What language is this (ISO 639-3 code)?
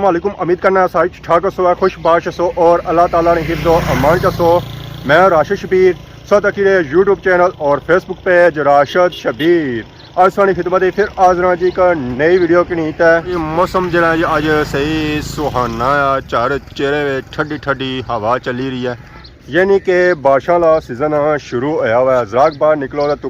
phr